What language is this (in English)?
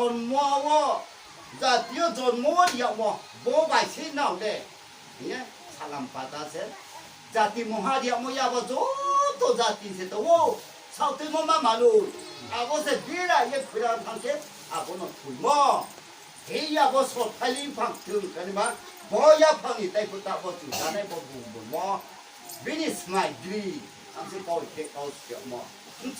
Riang (India)